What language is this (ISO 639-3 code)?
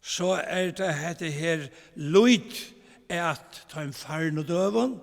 fao